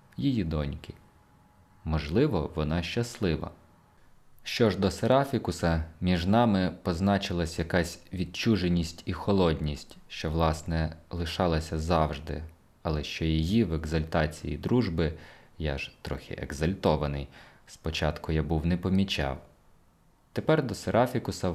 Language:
Ukrainian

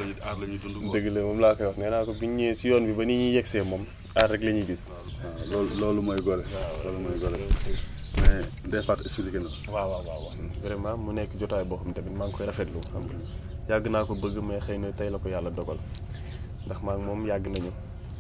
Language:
Wolof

